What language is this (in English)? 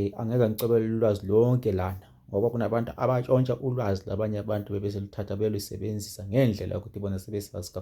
Zulu